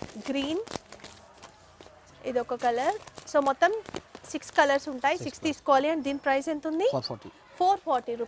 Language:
Telugu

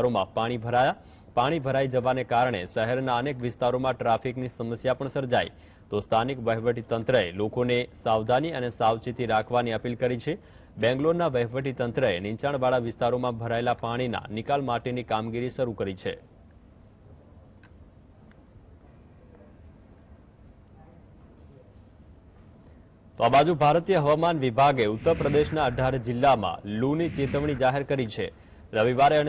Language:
Gujarati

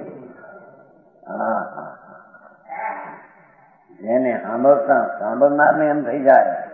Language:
Gujarati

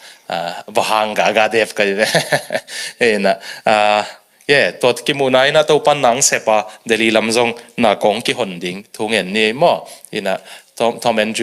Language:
Tedim Chin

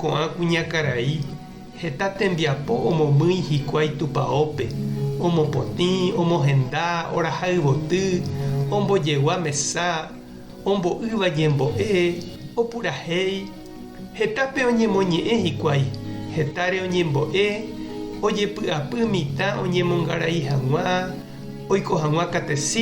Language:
Guarani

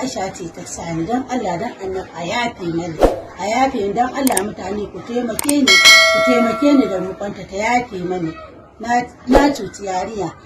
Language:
Hausa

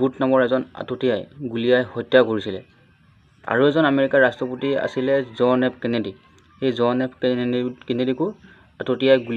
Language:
Assamese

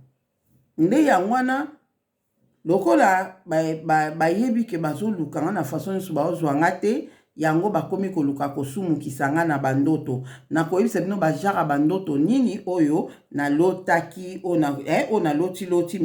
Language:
Lingala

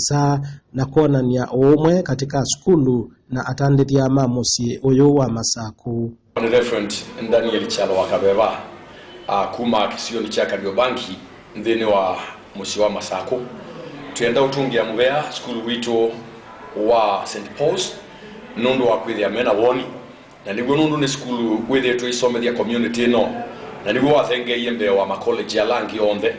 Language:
Kamba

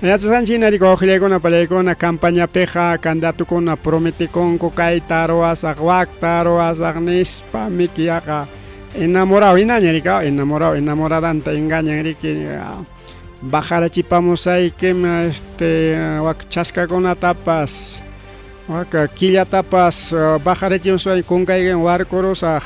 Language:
Ayacucho Quechua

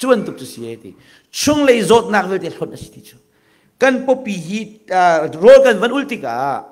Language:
Hakha Chin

